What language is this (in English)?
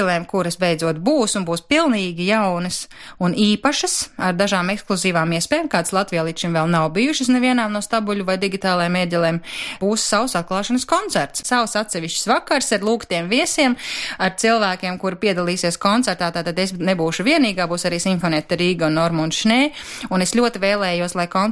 Latvian